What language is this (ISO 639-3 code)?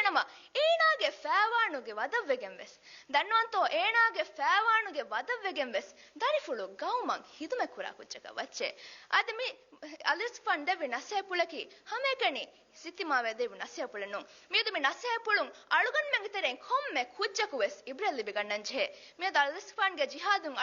div